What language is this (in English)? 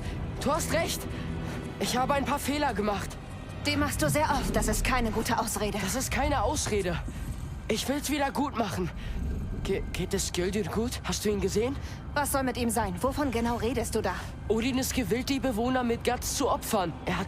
Bavarian